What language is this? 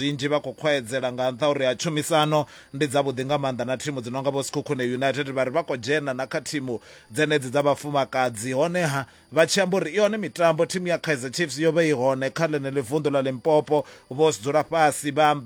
Venda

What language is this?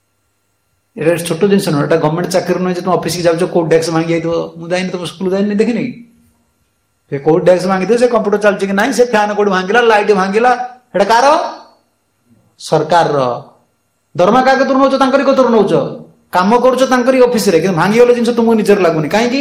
Odia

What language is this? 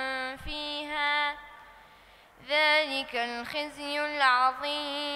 Arabic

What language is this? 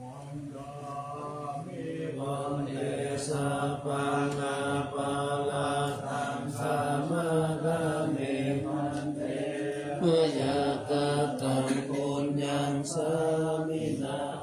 Pali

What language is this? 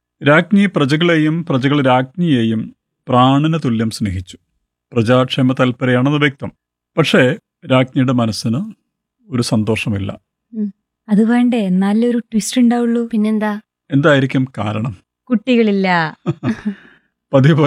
Malayalam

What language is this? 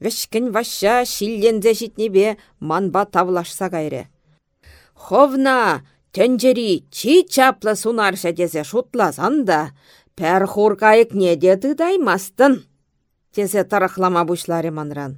Chuvash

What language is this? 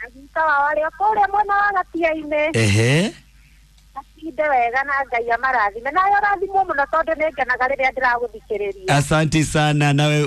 Kikuyu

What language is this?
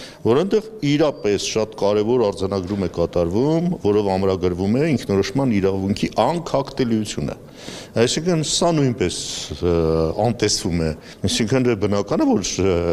Armenian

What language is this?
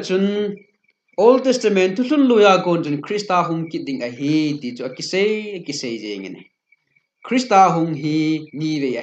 Thado Chin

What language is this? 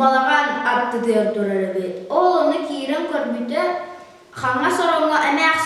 Yakut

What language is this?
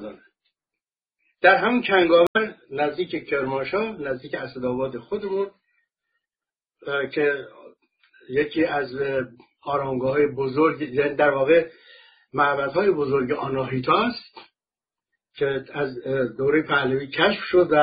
Persian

